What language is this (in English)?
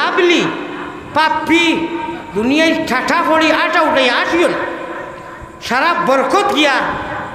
Sylheti